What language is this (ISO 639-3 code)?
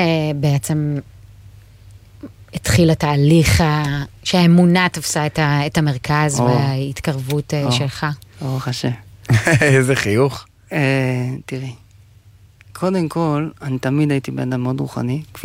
heb